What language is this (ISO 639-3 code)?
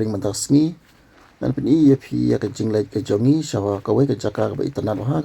kha